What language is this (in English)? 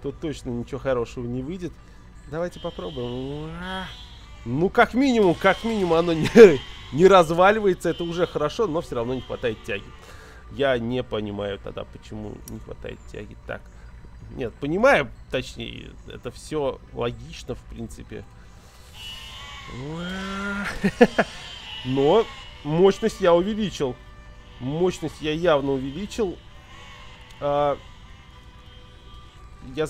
Russian